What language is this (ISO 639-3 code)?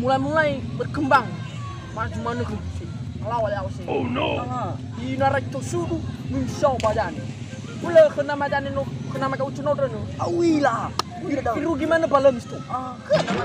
nia